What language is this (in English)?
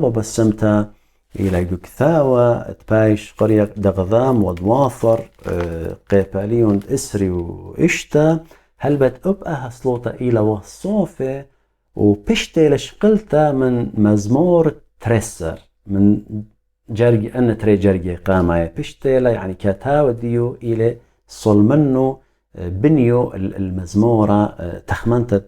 Assyrian Neo-Aramaic